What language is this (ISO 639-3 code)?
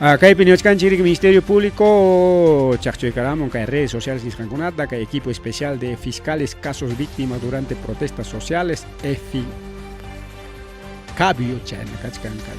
quy